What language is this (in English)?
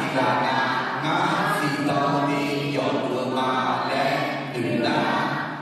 Akha